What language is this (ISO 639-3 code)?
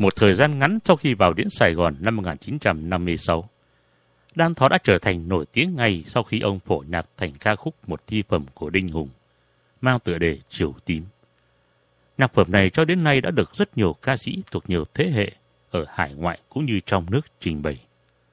vie